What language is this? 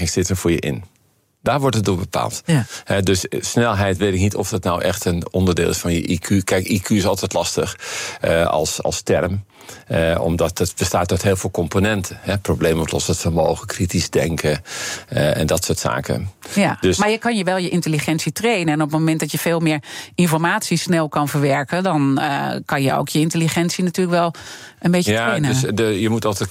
Dutch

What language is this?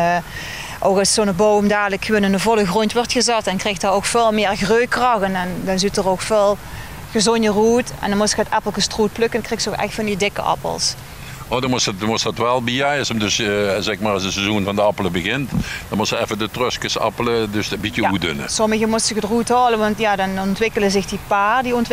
Limburgish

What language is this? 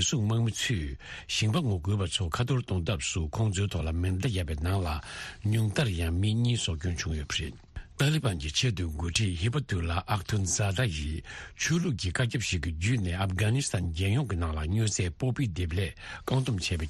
Tibetan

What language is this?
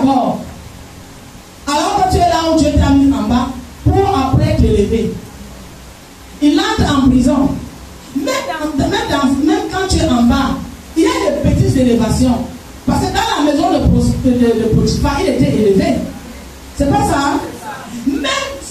French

